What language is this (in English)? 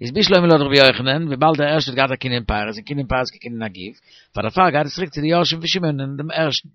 Yiddish